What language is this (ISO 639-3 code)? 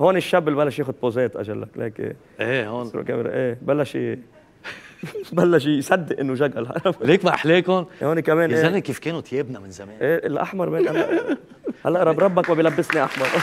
apc